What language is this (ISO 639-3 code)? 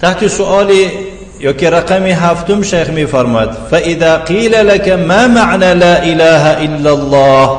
tgk